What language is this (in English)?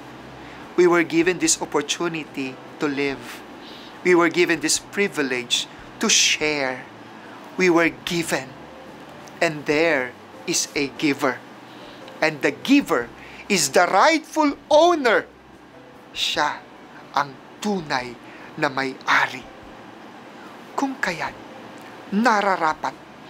Filipino